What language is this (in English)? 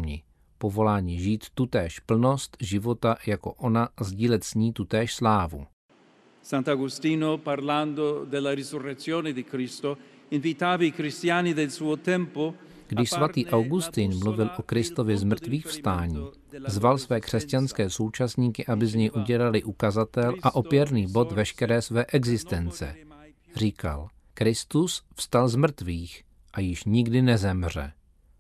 Czech